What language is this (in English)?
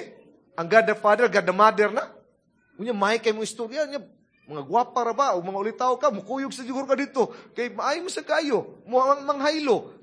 Cebuano